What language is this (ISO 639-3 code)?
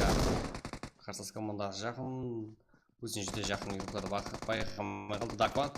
kaa